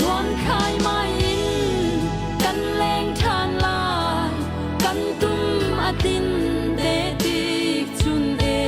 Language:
Hakha Chin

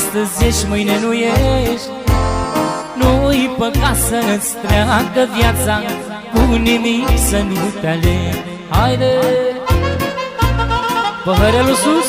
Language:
Romanian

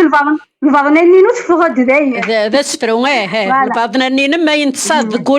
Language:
Kabyle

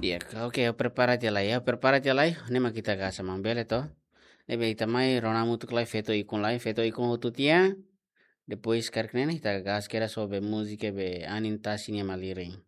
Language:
Tetum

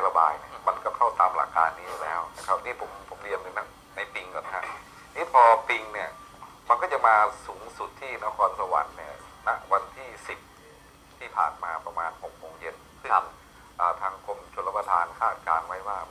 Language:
Thai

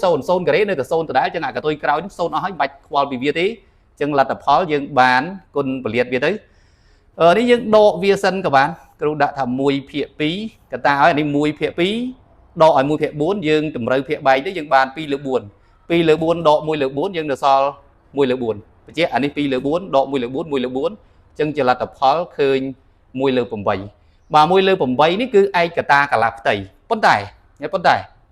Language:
Khmer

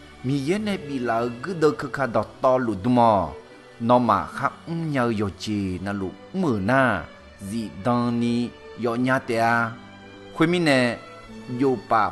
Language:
Akha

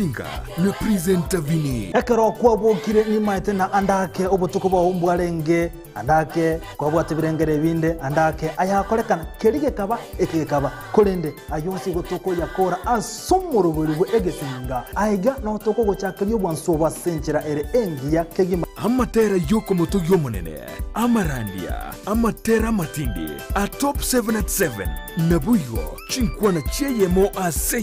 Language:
Gusii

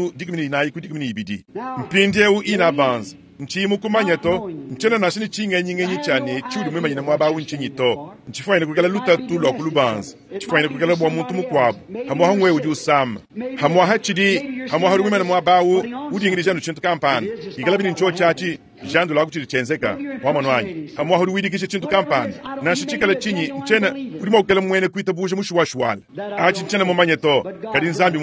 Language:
Luba-Lulua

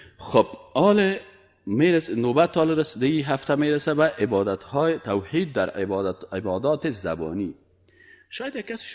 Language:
Persian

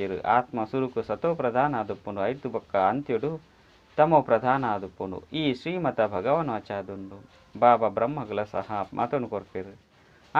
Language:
Tulu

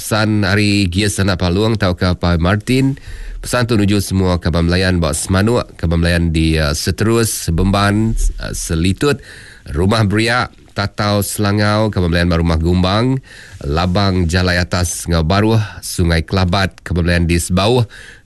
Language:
Iban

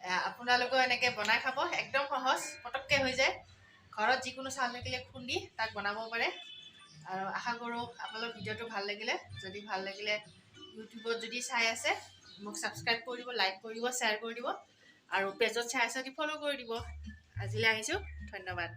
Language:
Assamese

